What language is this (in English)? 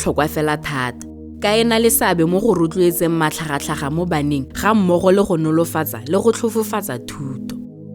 Tswana